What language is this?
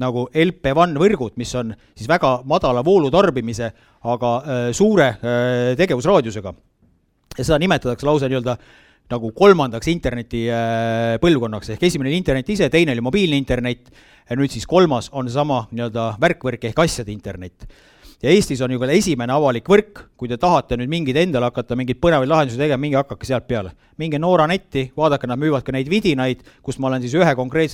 Estonian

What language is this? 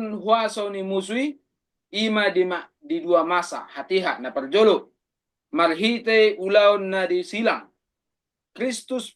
Batak Toba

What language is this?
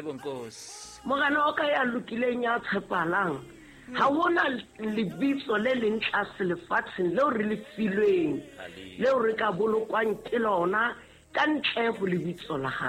Southern Sotho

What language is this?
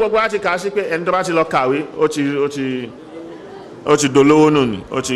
Yoruba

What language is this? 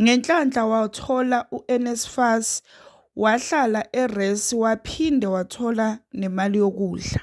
Zulu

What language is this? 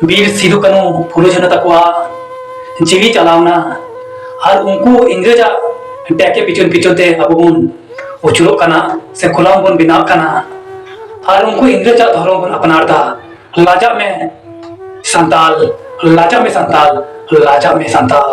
Santali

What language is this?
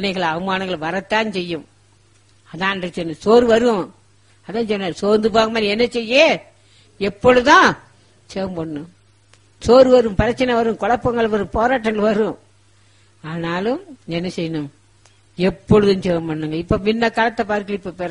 Tamil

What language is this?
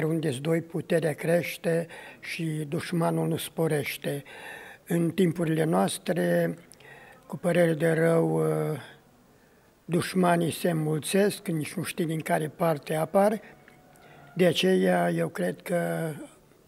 Romanian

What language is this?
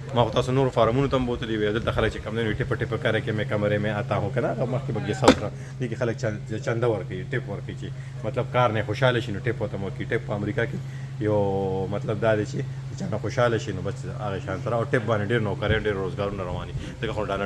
Pashto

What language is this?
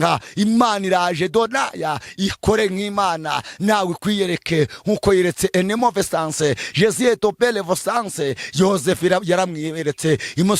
Kinyarwanda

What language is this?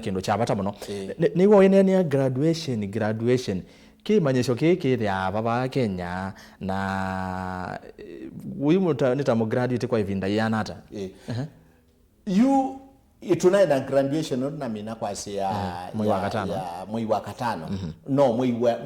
Kamba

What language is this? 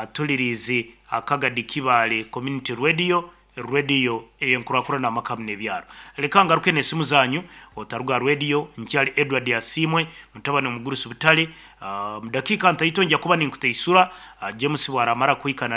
Nyankole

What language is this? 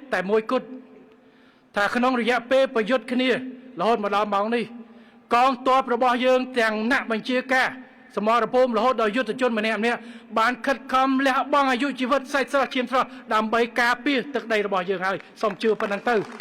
Khmer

